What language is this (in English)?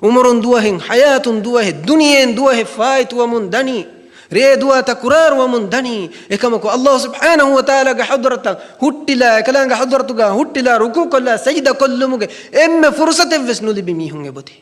Divehi